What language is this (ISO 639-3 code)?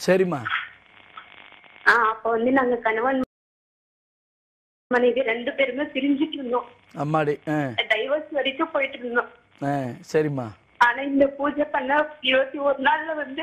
tam